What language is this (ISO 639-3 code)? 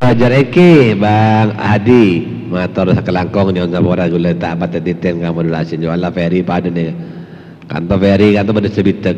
mad